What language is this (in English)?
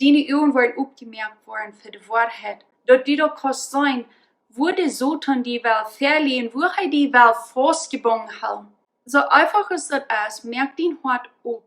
Plautdietsch